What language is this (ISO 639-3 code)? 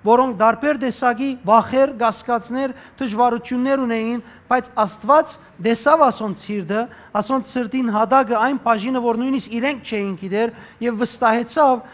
hyw